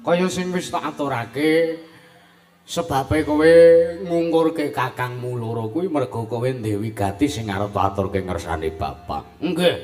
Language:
Javanese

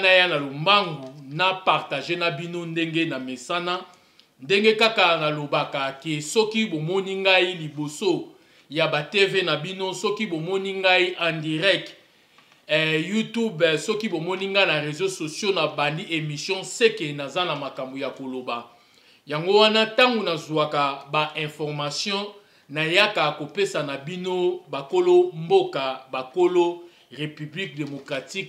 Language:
Lingala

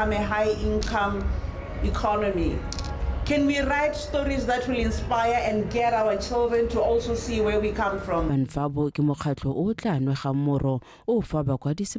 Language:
Tswana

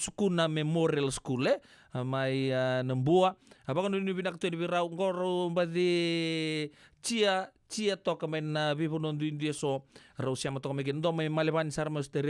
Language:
Fijian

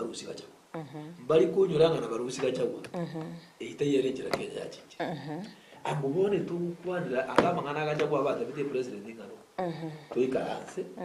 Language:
Gusii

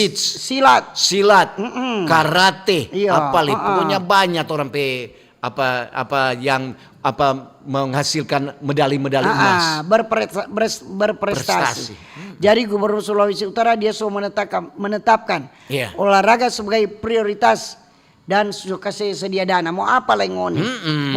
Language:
Manado Malay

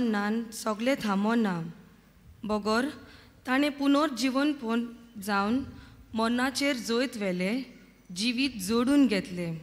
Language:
Konkani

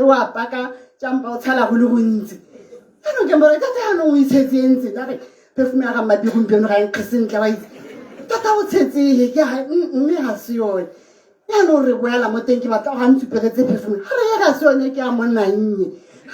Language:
Tswana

